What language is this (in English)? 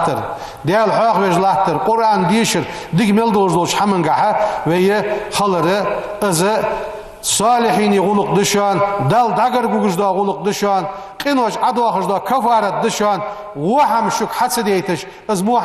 Ingush